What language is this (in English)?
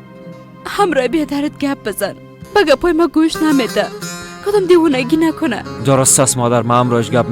Persian